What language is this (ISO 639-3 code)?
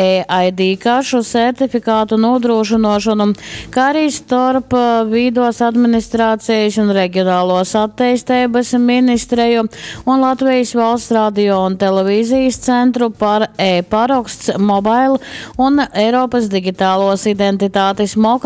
ltg